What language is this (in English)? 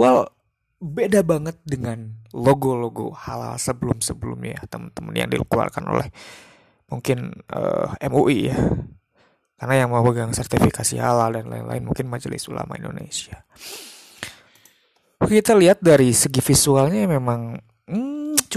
Indonesian